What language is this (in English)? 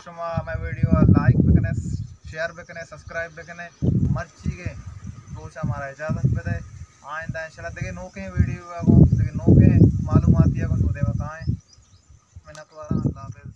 Baluchi